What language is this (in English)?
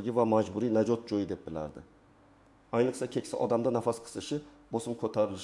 Uzbek